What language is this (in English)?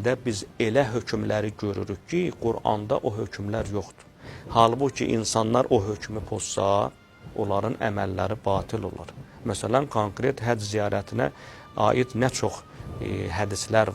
Azerbaijani